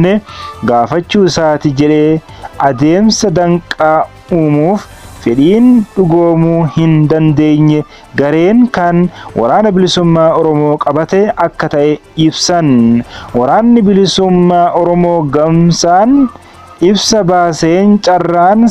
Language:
Oromo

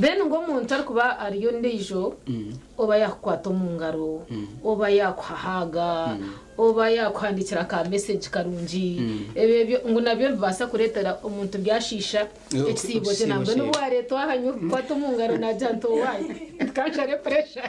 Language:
Nyankole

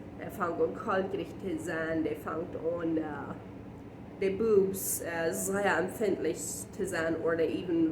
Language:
Plautdietsch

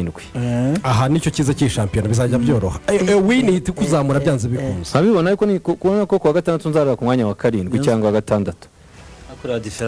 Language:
Kinyarwanda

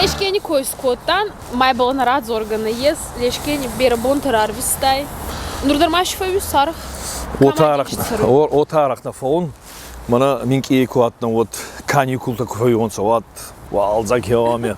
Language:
Ossetic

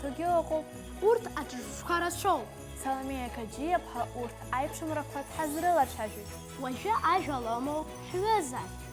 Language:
Abkhazian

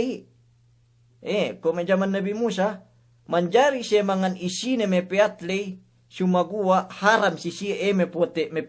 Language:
Yakan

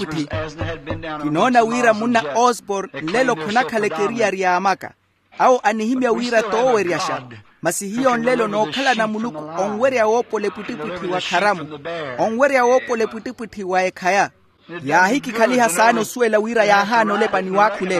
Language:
Makhuwa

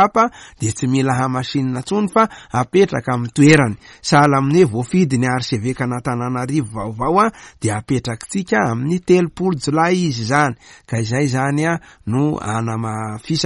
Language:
Malagasy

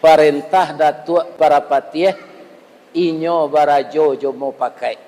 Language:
Minangkabau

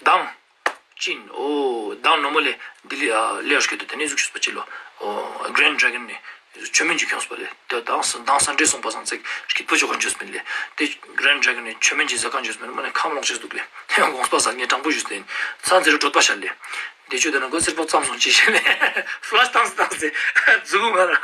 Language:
Ladakhi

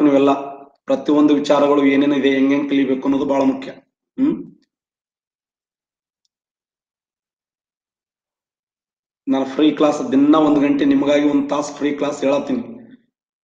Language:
Kannada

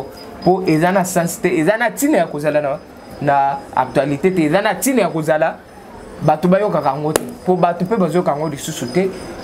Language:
Lingala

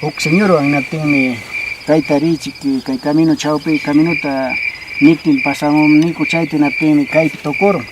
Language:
Quechua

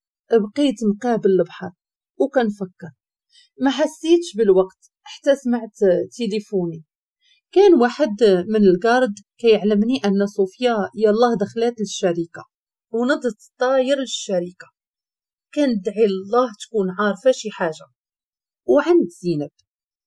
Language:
Moroccan Arabic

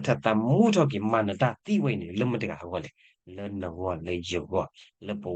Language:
S'gaw Karen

